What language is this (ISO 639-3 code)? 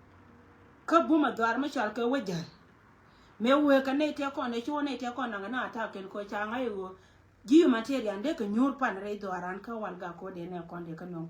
nus